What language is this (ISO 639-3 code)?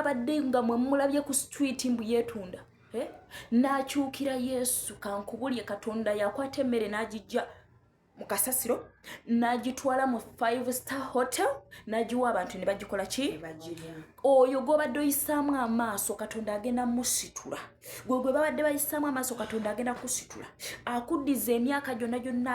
lug